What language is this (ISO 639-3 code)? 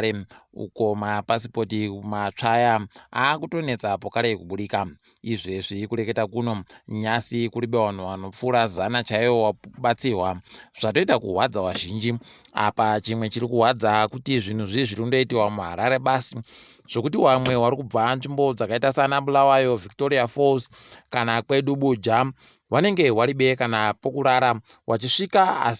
ndc